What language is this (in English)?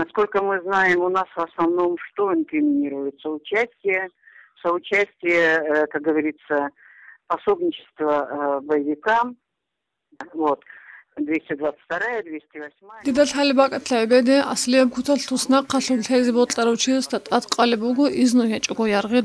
Avaric